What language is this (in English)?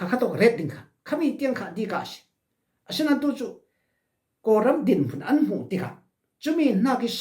Falam Chin